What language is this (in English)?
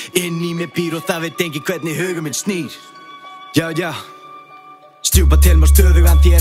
Icelandic